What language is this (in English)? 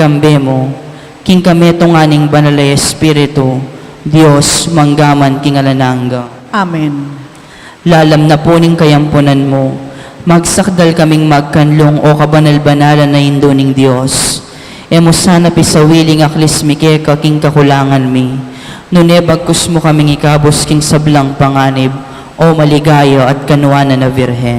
Pampanga